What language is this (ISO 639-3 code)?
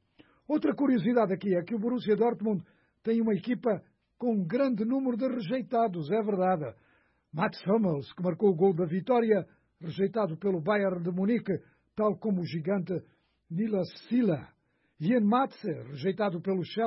por